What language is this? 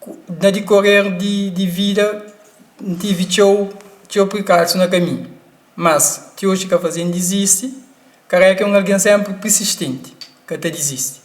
Kabuverdianu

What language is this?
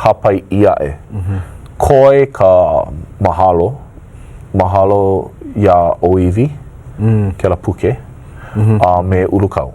Hawaiian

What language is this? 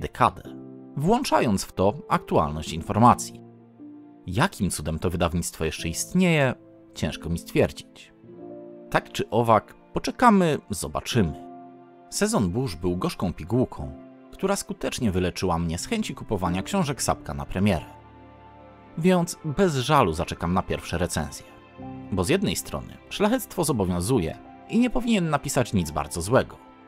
Polish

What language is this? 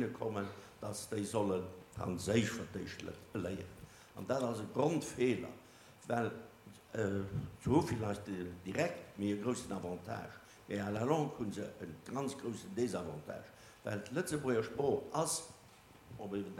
Luxembourgish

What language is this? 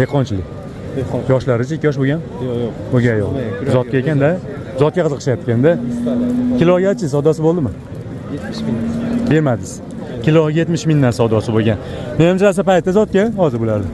Uzbek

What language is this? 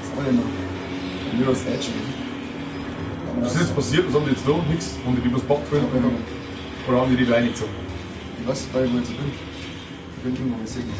Bavarian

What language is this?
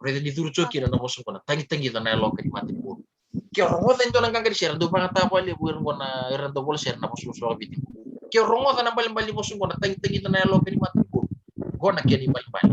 Fijian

